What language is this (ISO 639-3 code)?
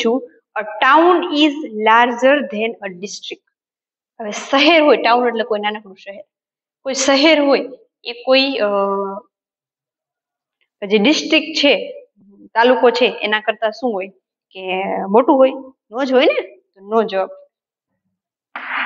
guj